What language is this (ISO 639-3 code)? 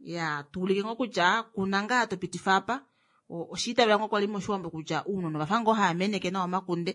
kua